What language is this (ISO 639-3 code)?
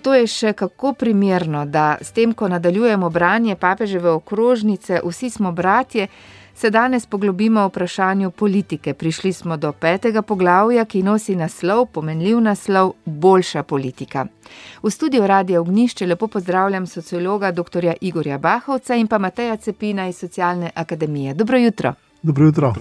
slv